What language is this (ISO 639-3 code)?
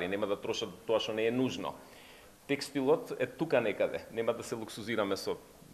mkd